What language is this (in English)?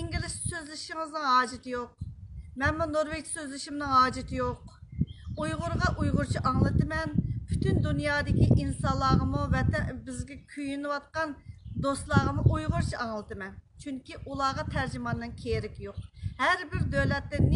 Uyghur